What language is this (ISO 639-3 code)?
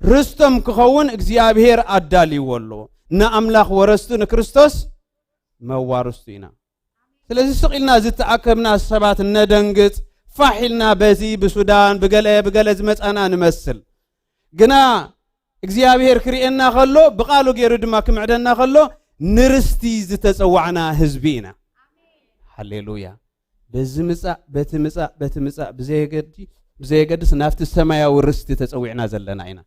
tir